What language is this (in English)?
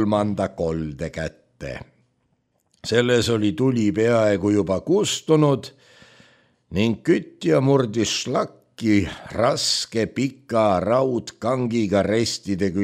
Estonian